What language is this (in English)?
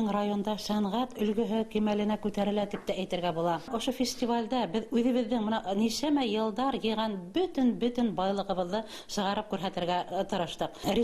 Bashkir